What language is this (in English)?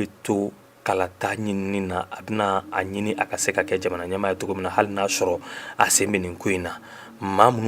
Bambara